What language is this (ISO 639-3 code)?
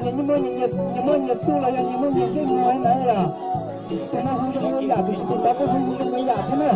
hmn